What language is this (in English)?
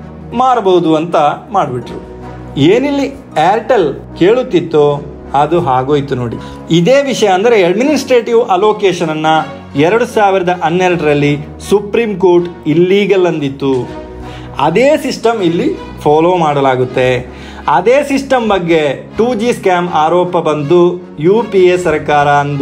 Kannada